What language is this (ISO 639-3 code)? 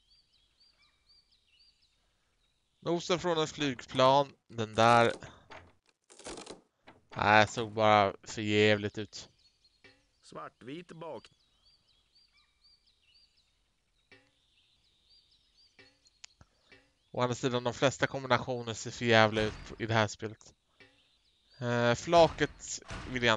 swe